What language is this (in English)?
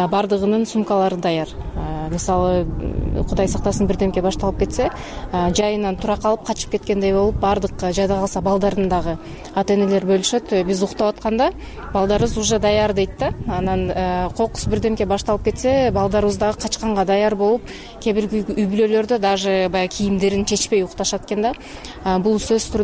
Kyrgyz